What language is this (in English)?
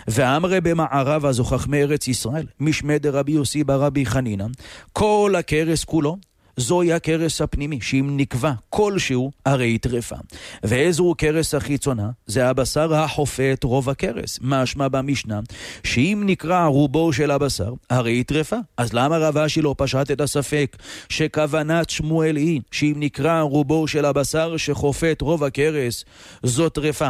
Hebrew